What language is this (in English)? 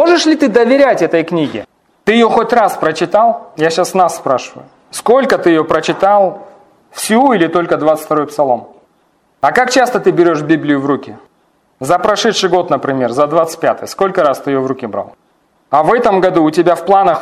Russian